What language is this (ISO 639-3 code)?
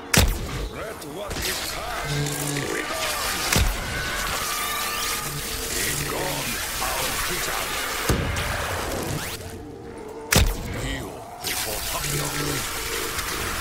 eng